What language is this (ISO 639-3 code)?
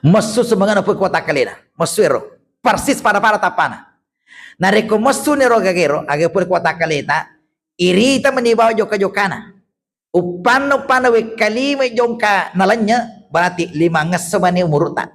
bug